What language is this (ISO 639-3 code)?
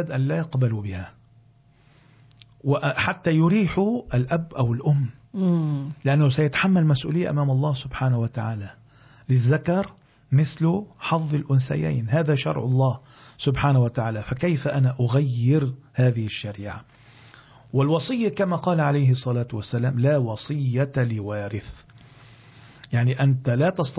ara